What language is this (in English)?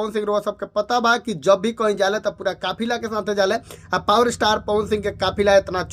Bhojpuri